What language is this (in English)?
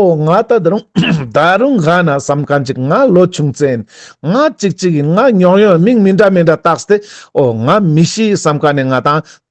Ladakhi